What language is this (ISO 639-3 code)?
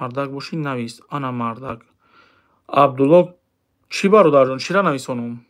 tgk